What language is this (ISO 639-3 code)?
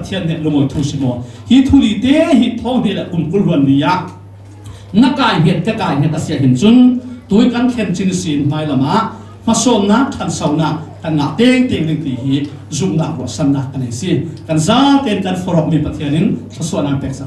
cfm